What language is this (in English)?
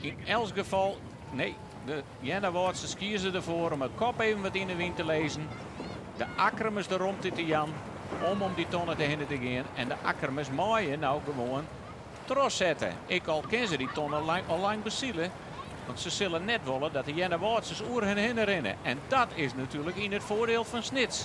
Western Frisian